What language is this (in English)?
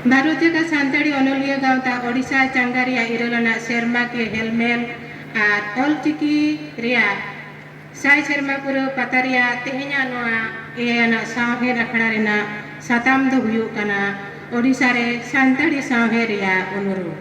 Santali